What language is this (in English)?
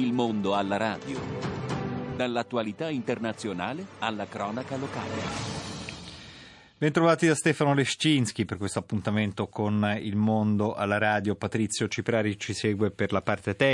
Italian